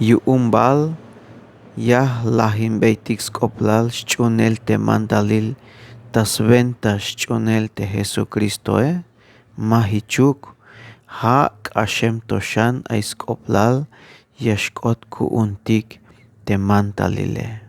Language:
Tzeltal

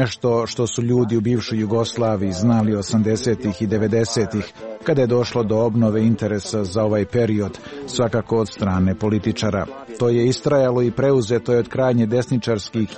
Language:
Serbian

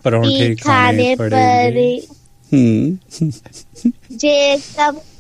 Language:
Punjabi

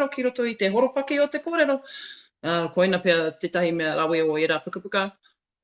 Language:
Māori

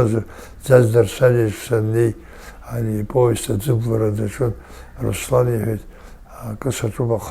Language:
Abkhazian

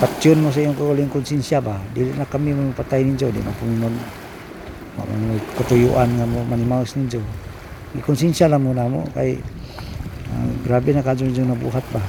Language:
Cebuano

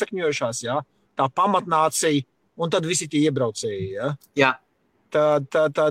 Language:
Latvian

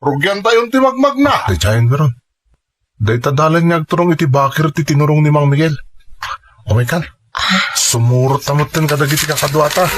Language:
Iloko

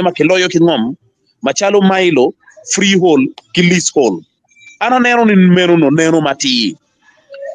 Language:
Acoli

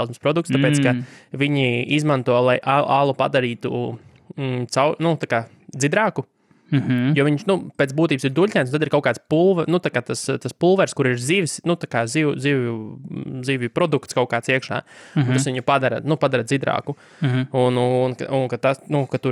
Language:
Latvian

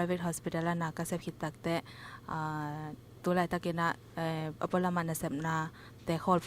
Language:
Tedim Chin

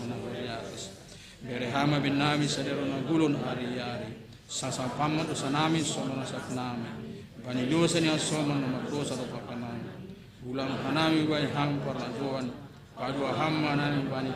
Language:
Batak Simalungun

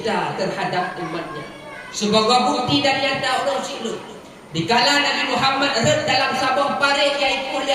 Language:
Achinese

